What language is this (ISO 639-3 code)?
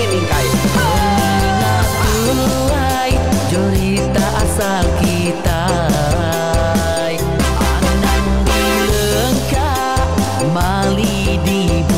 iba